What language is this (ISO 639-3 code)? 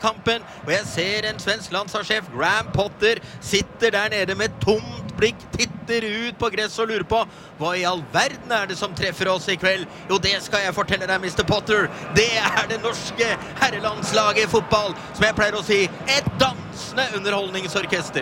nor